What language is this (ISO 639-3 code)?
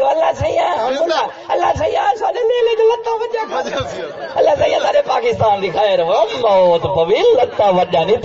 skr